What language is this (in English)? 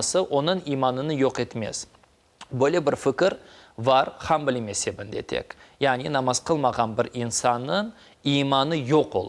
Crimean Tatar